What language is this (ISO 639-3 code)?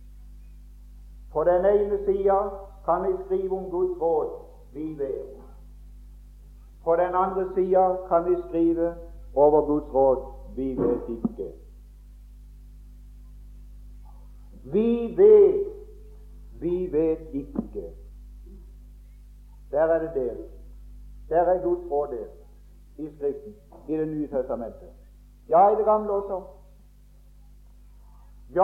nor